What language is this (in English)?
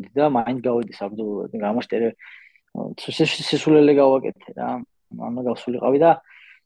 Georgian